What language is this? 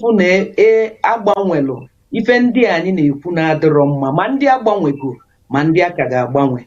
Igbo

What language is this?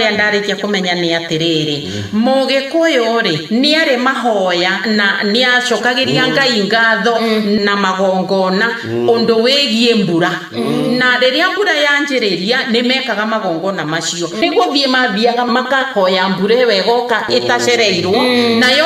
Kikuyu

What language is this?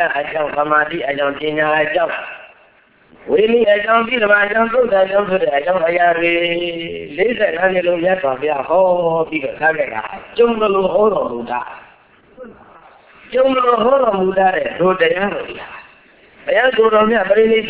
Burmese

